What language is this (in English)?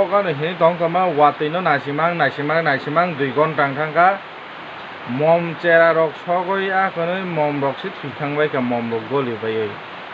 Kok Borok